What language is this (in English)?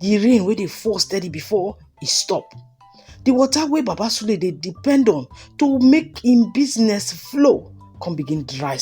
Nigerian Pidgin